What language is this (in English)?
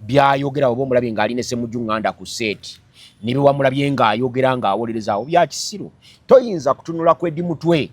Ganda